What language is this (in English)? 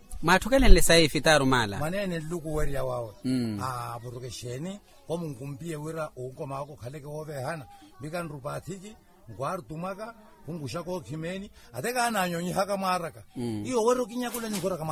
Makhuwa